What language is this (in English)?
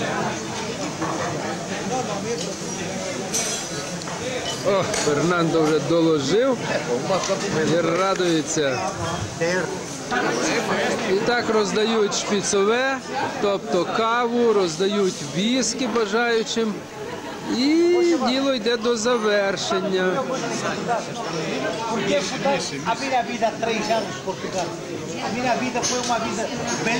Ukrainian